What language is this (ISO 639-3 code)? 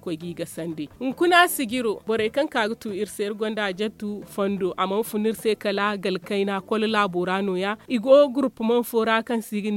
dje